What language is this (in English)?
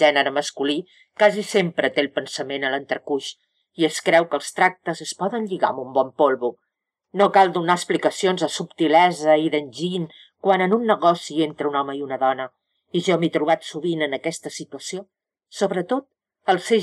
Catalan